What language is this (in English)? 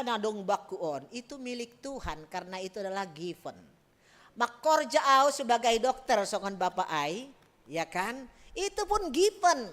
Batak Simalungun